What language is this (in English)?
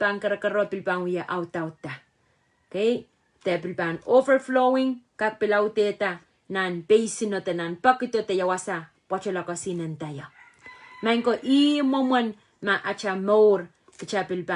Pohnpeian